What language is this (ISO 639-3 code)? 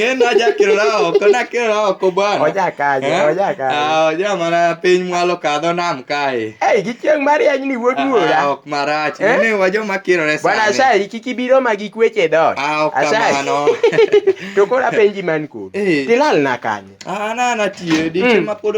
luo